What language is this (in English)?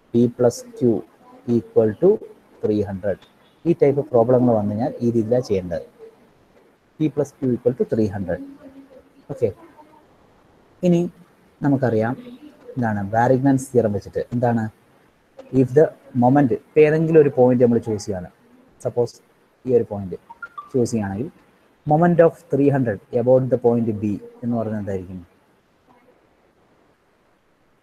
Malayalam